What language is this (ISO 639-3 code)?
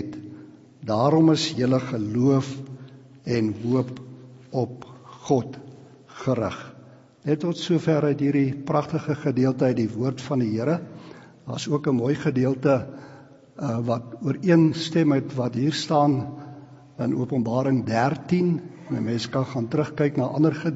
afr